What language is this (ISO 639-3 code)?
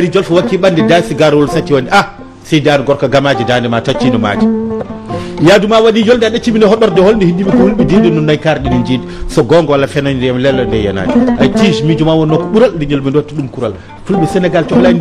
ful